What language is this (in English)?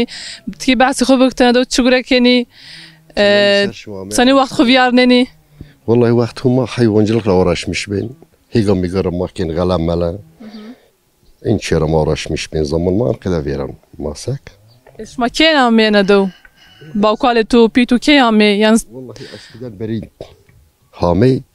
Zaza